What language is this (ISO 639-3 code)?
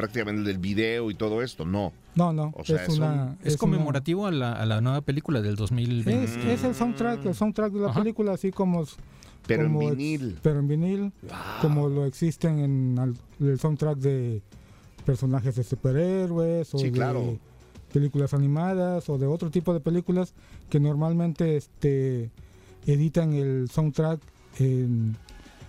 spa